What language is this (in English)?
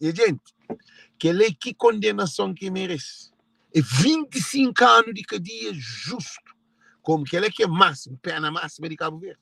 Kabuverdianu